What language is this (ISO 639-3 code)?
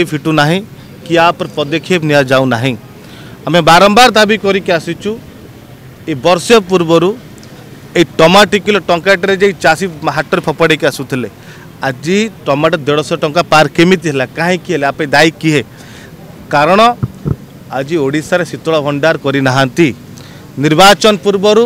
ori